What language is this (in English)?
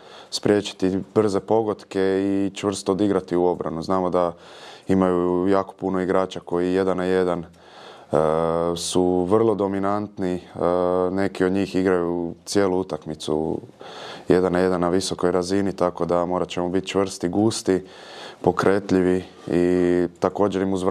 Croatian